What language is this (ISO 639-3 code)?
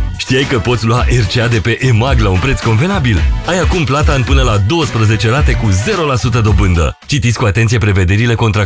ron